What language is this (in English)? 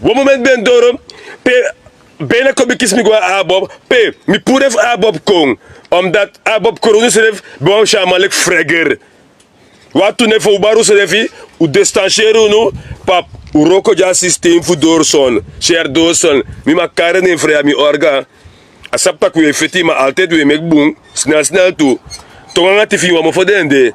Sranan Tongo